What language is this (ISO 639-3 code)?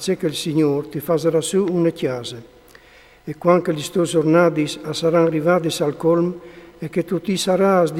fur